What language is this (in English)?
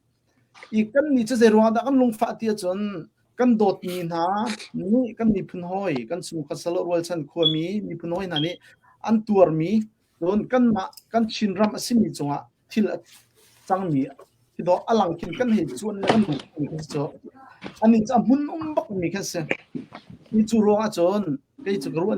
Hakha Chin